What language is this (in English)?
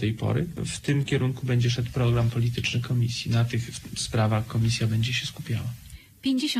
Polish